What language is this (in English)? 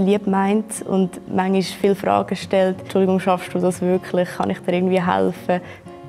Swiss German